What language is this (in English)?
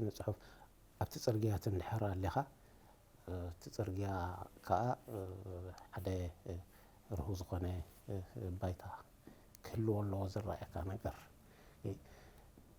Tigrinya